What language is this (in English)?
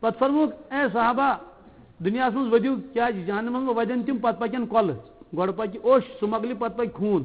Kashmiri